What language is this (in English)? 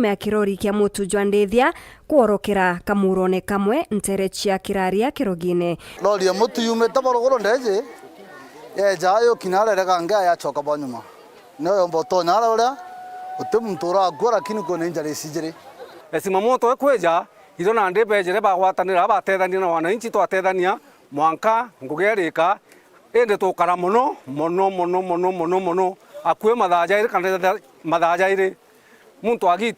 Meru